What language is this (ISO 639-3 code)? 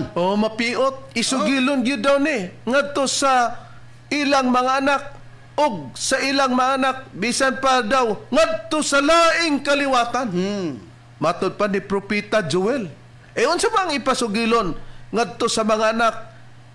ceb